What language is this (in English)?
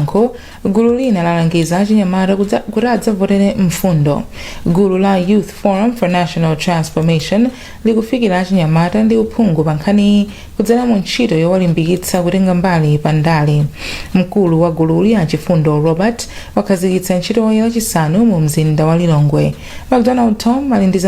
Nyanja